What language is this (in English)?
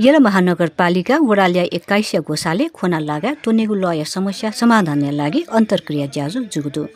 Newari